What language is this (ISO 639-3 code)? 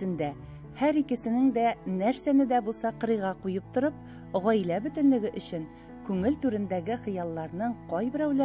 tat